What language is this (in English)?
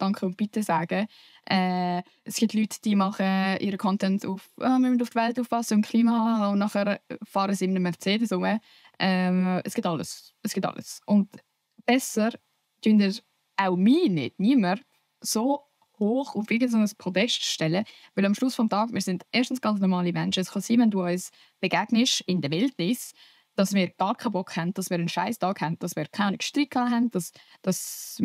Swiss German